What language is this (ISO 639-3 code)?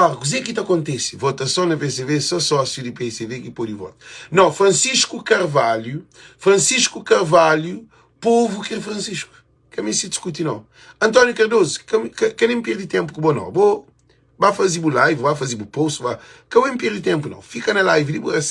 kea